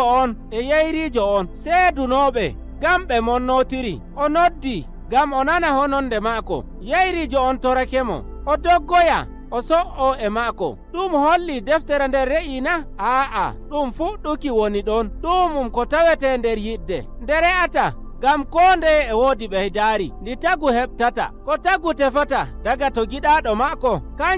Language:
Nigerian Fulfulde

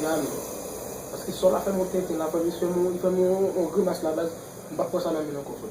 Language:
Haitian Creole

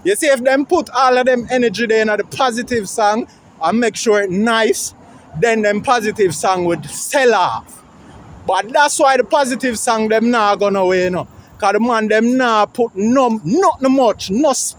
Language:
Jamaican Creole English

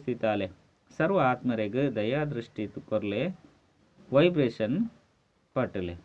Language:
Tulu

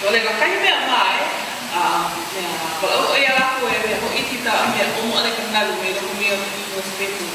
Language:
Hawaiian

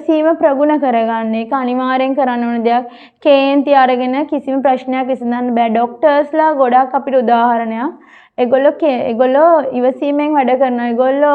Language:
Sinhala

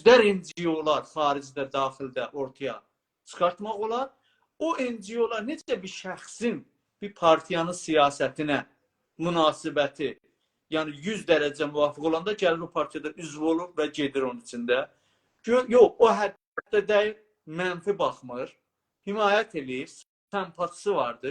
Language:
South Azerbaijani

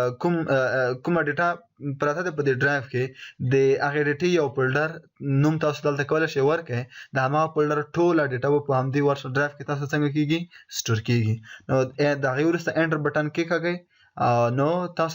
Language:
Pashto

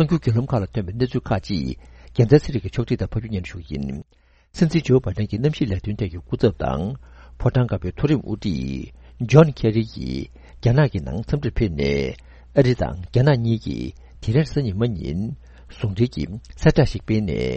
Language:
Tibetan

